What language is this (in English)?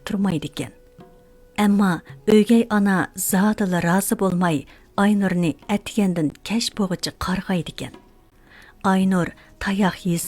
Uyghur